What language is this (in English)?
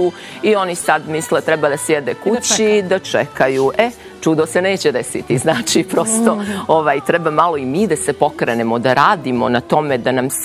Serbian